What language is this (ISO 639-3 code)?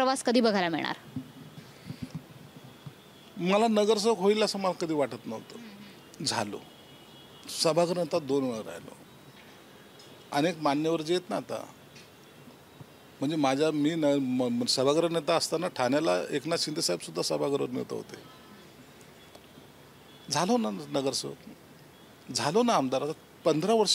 mar